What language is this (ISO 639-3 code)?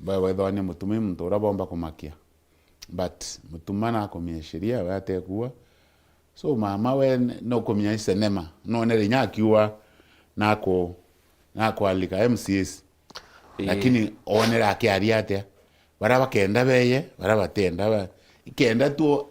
mer